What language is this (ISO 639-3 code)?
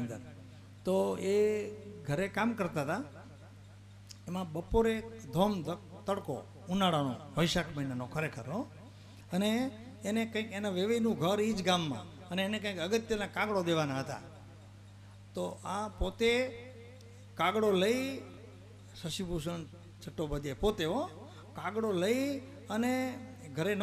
guj